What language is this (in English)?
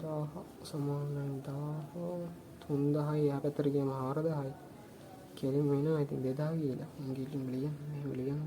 Sinhala